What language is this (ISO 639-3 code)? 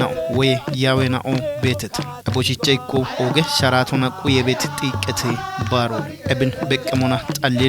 kbr